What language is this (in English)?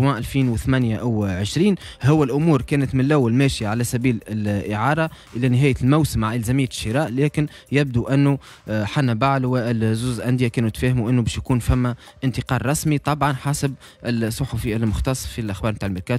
Tunisian Arabic